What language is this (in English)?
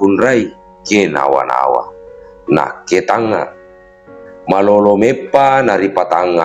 Buginese